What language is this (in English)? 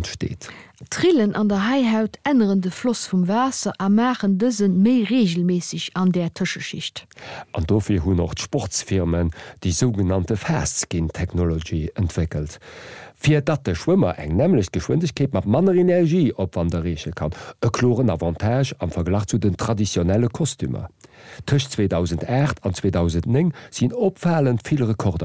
Luxembourgish